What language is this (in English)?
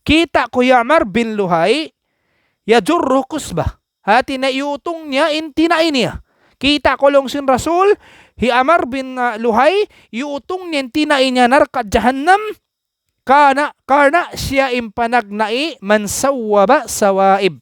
Tausug